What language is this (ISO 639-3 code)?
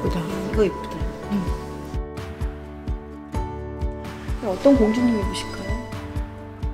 kor